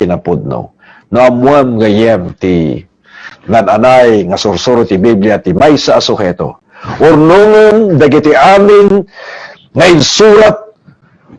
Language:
Iloko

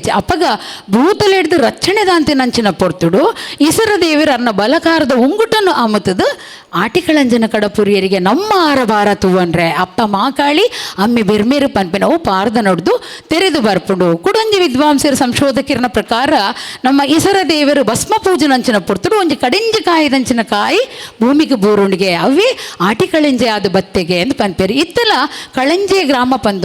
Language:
Tulu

